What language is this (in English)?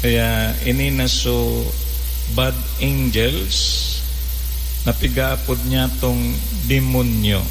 Bikol